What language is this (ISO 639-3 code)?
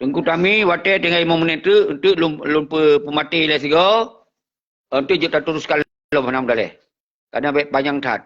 ace